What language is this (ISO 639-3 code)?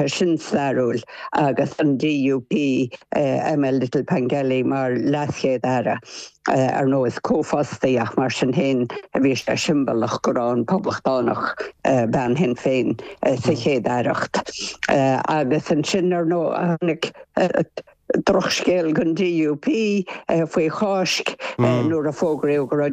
gle